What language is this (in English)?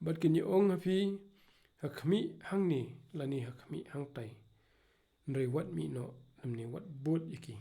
Khasi